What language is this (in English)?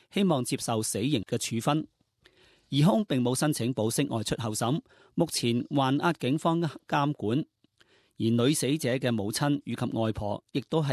Cantonese